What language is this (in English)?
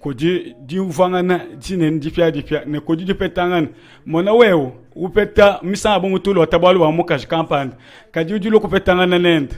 Luba-Lulua